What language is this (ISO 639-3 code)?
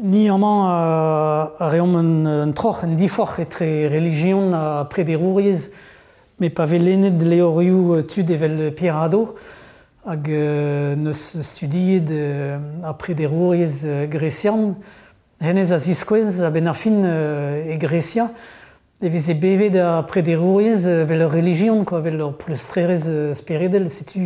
bre